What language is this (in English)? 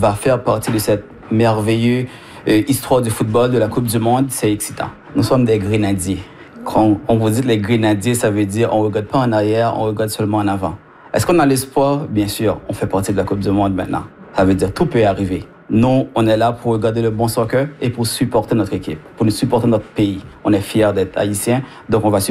French